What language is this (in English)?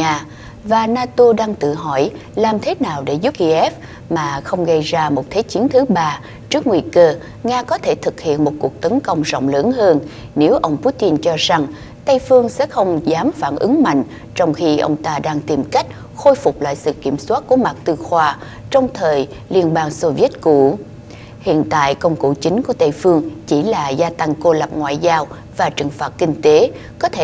Vietnamese